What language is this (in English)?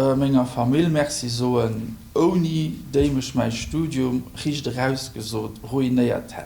Luxembourgish